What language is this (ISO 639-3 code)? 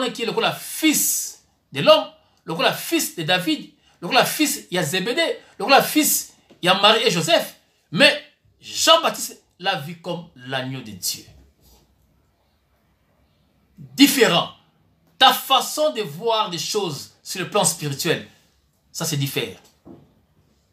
fra